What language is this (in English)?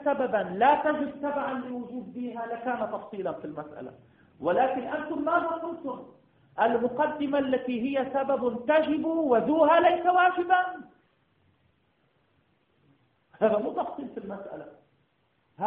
Arabic